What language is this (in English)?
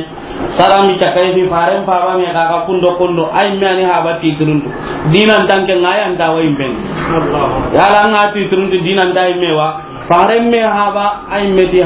Soninke